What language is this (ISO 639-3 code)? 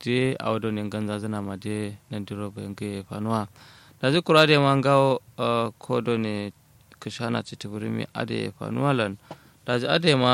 kau